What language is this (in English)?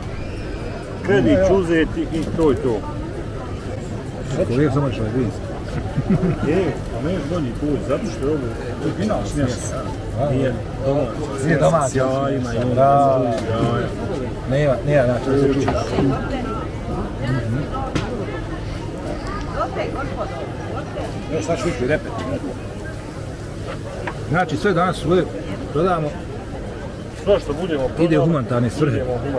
Bosnian